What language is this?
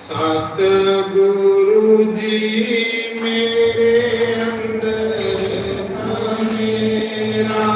Dogri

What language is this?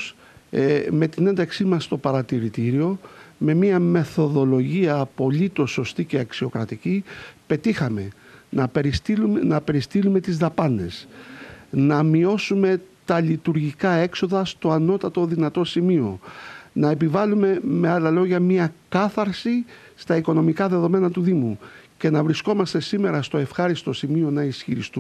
Greek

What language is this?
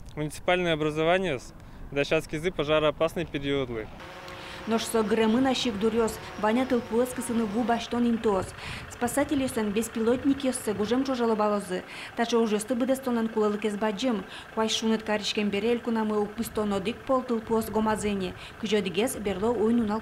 Udmurt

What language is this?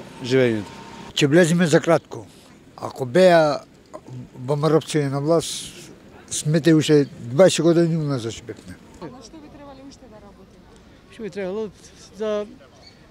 Macedonian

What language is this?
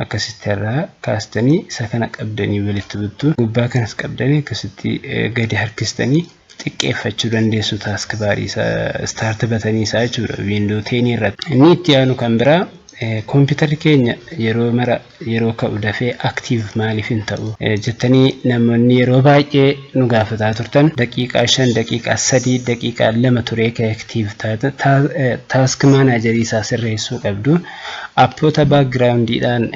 Oromo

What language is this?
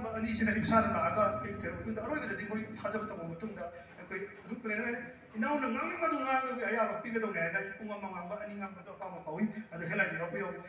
Manipuri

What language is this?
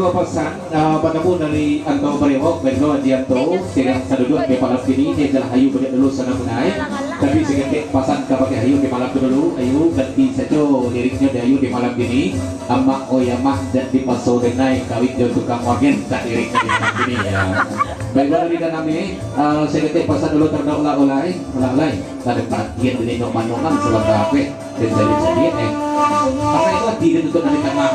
Minangkabau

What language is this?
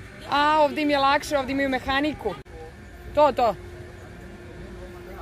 Serbian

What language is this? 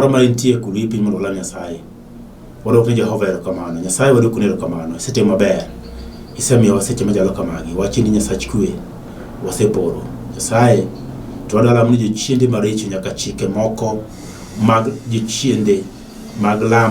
Luo (Kenya and Tanzania)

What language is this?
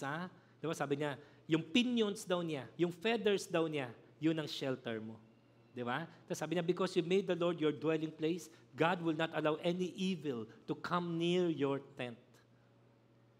Filipino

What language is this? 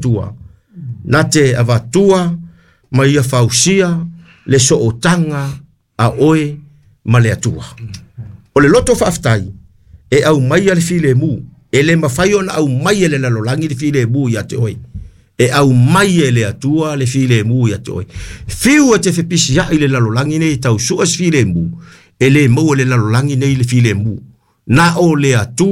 Samoan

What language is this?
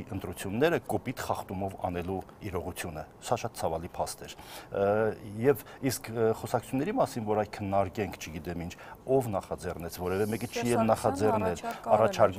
Armenian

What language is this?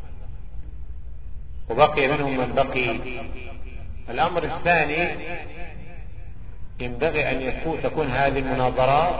Arabic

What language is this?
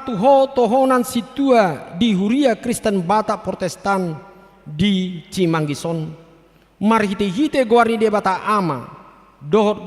Batak Toba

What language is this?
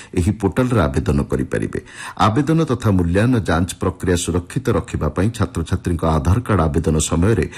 Odia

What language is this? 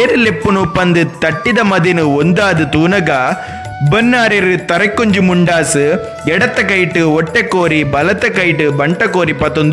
Tulu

